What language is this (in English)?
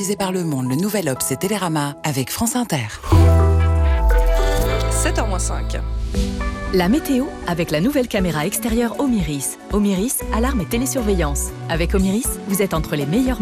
French